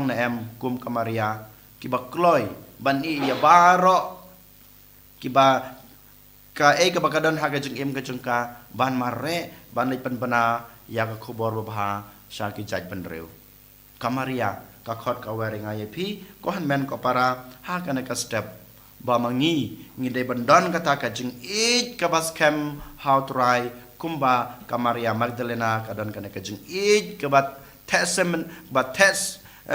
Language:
Khasi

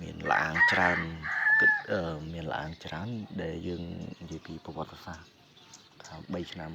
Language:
Khmer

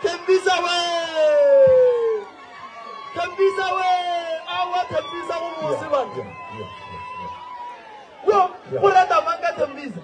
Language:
Northern Sotho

